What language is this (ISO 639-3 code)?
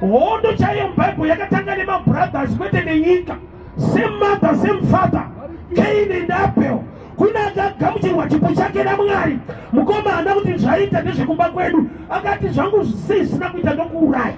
sna